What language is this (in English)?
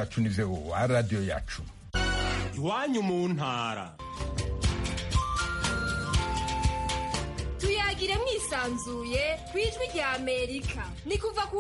Kinyarwanda